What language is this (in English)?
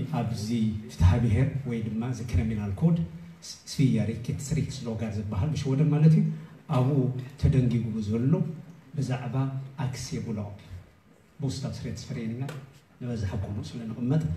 Tigrinya